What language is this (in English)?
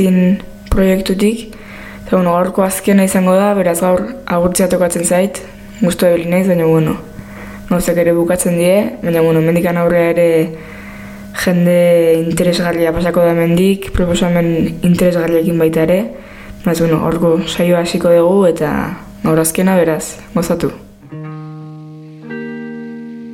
Basque